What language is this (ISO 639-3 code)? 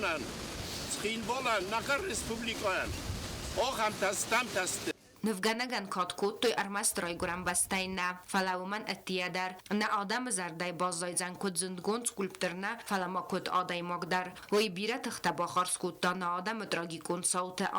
oss